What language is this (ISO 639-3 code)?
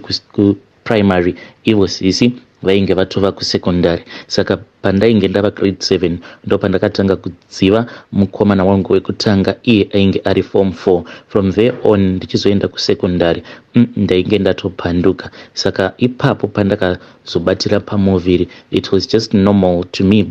sna